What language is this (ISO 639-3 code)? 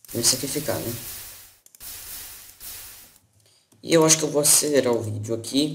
por